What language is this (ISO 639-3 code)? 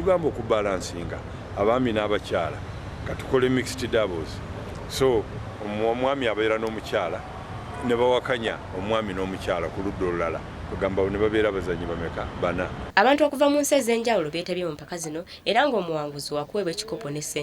lug